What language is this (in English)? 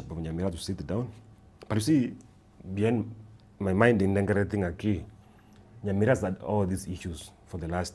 Gusii